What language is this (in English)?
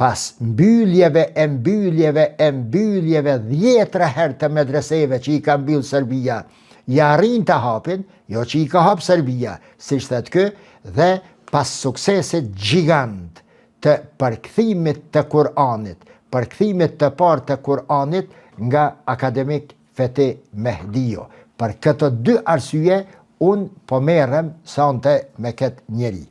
Albanian